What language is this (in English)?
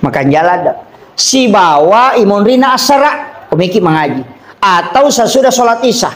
Buginese